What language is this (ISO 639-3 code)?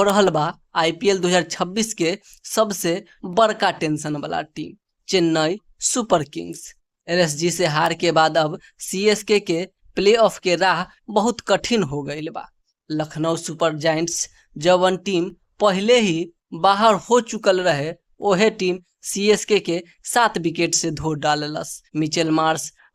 bho